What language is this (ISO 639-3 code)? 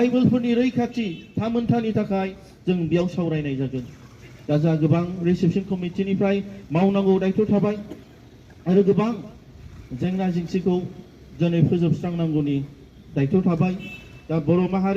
brx